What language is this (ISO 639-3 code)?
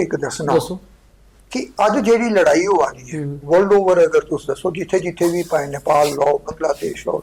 doi